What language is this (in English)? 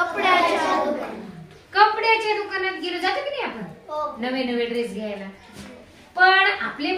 Marathi